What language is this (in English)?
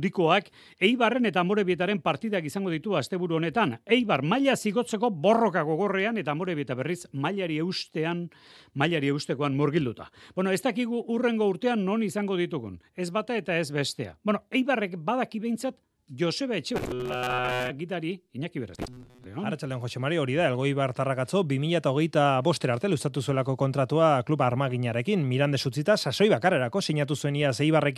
Basque